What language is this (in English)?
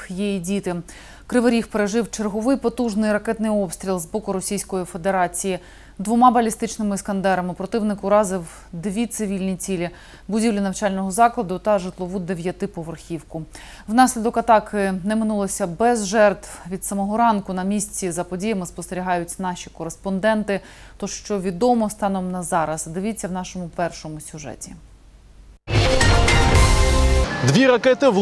Ukrainian